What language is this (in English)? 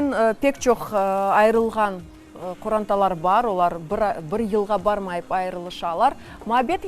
Crimean Tatar